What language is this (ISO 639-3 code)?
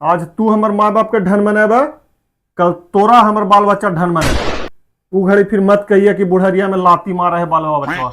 mag